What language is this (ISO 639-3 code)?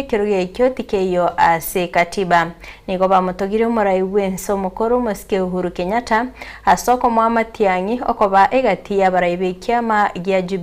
guz